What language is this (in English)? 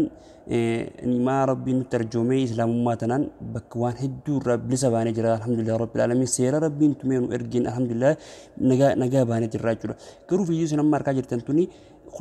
Oromo